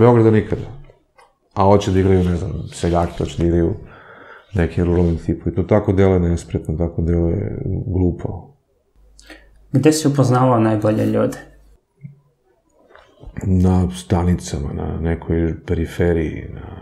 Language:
Serbian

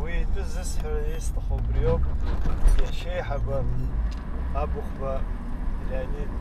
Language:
Abkhazian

